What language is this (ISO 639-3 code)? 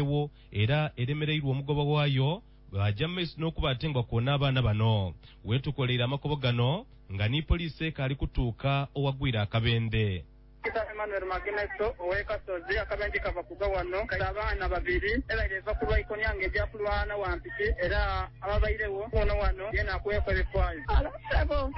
nyo